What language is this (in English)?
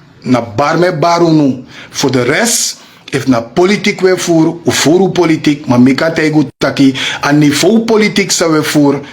Sranan Tongo